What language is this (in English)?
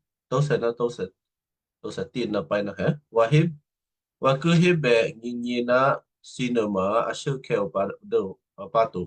Western Kayah